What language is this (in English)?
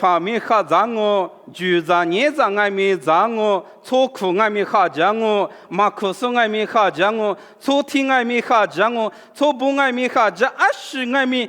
Lisu